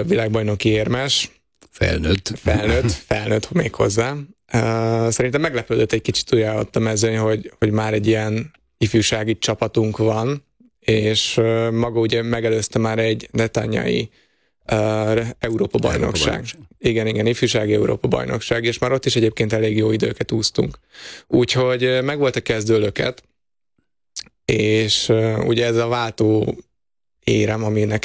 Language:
Hungarian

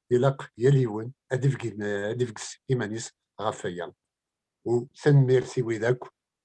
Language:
Kabyle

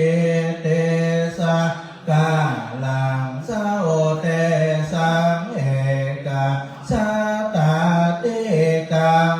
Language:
Pali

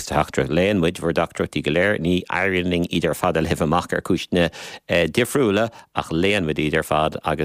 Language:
Irish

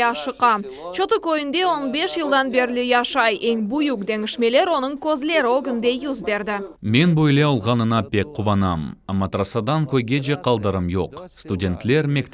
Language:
Crimean Tatar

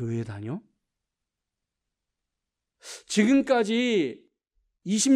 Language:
Korean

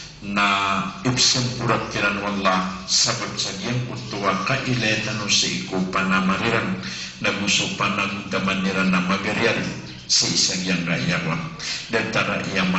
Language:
Maranao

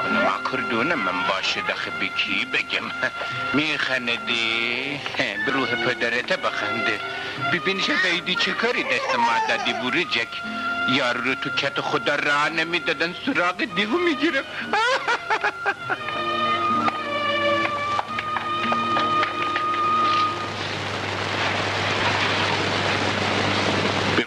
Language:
Persian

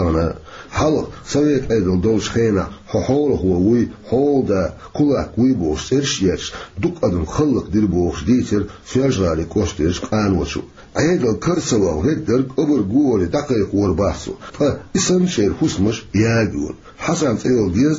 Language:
Chechen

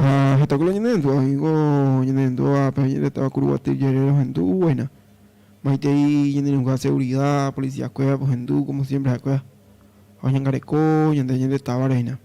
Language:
Guarani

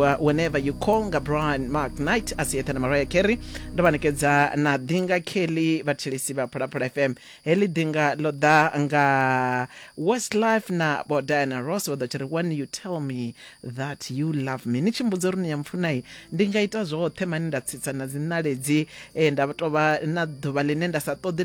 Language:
Venda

